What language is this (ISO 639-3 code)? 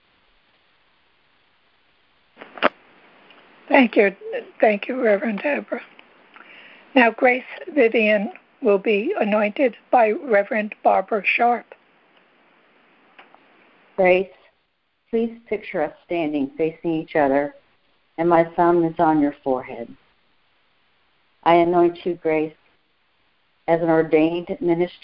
eng